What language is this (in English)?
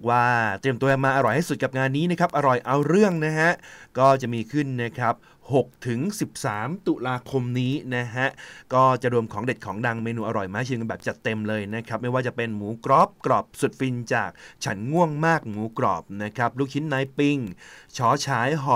Thai